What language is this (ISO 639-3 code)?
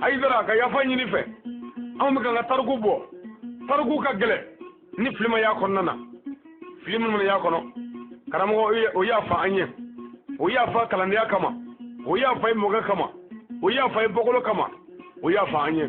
bam